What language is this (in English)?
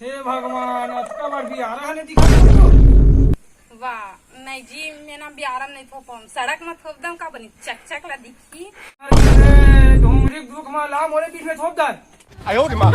Chhattisgarhi